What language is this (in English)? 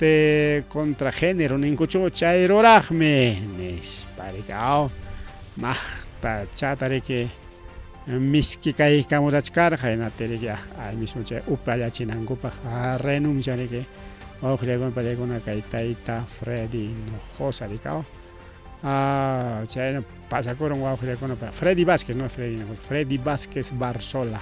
Ayacucho Quechua